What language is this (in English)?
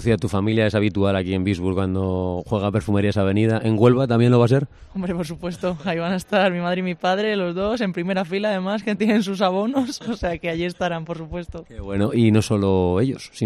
Spanish